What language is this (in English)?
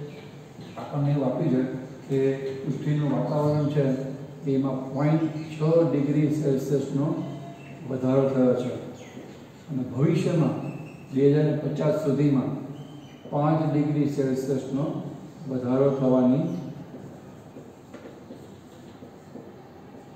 Gujarati